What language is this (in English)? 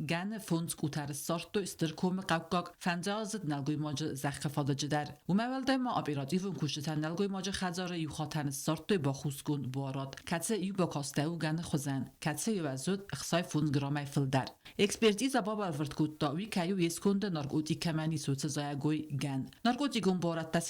Ossetic